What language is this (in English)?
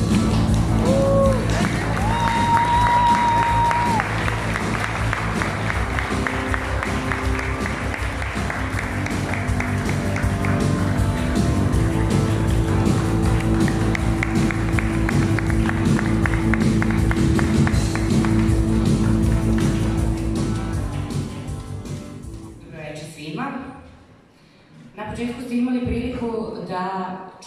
Serbian